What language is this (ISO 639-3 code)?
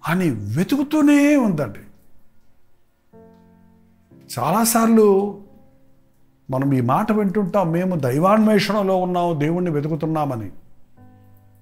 tel